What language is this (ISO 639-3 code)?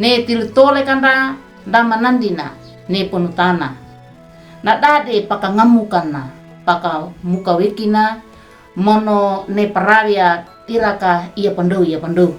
wew